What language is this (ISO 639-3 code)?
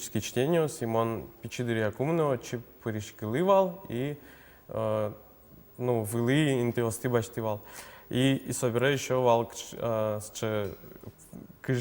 udm